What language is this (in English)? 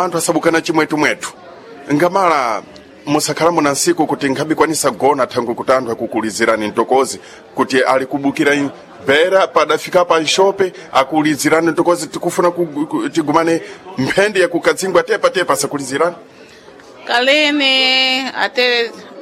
Sena